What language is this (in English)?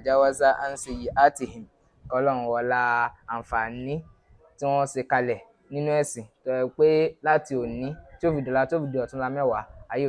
Yoruba